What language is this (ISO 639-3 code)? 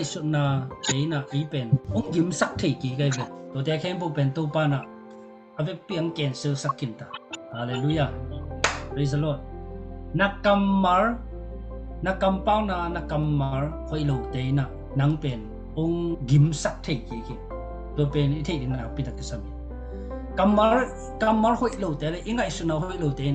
ctd